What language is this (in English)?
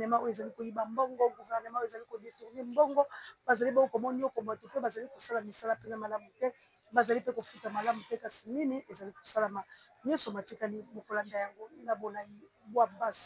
Lingala